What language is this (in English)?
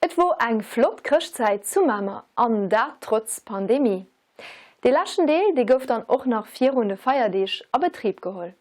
Luxembourgish